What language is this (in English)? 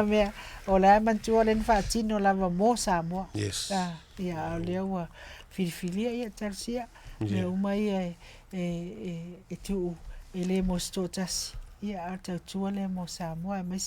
Samoan